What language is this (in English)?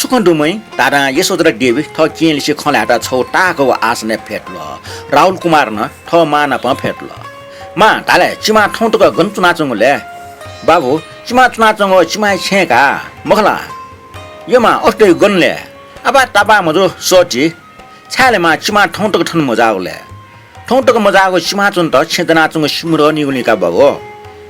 Newari